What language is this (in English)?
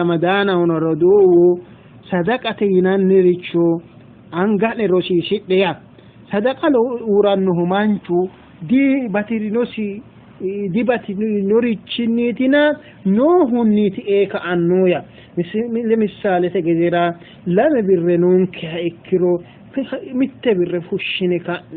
Sidamo